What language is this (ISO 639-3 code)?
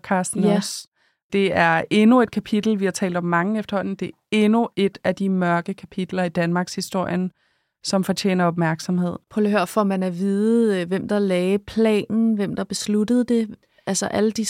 dan